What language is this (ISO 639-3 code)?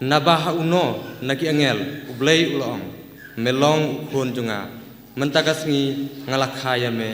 kha